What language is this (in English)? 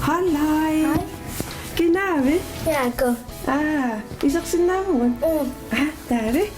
Kalaallisut